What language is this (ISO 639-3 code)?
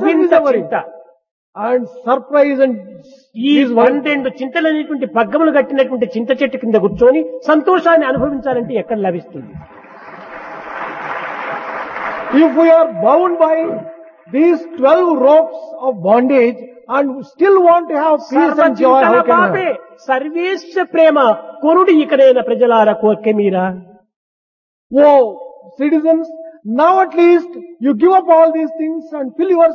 tel